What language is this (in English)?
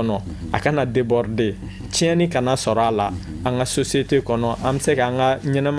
Bambara